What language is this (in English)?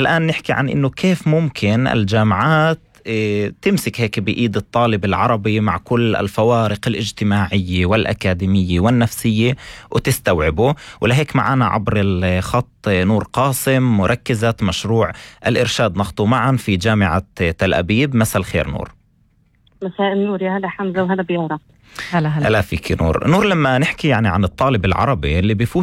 North Levantine Arabic